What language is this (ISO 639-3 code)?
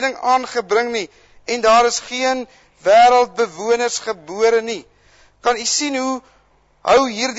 afr